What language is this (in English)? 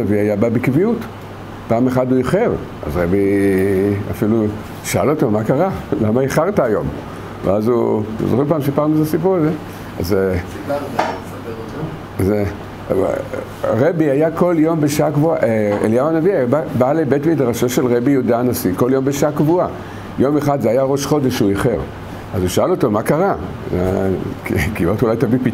Hebrew